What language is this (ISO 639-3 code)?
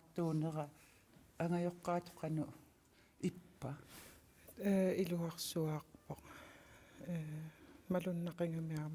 kal